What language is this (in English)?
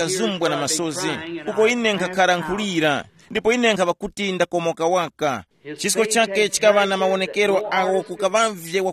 Tumbuka